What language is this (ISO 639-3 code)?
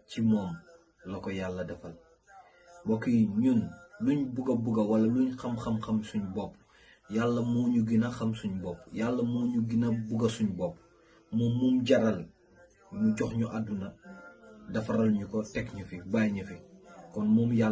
wol